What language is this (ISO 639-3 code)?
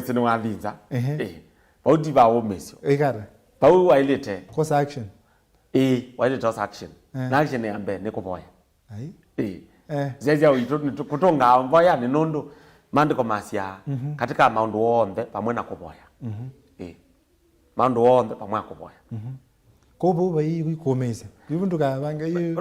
kam